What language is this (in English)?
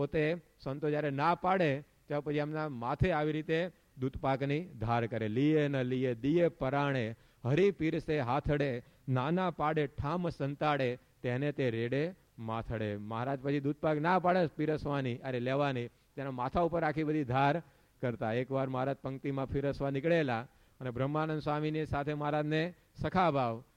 Gujarati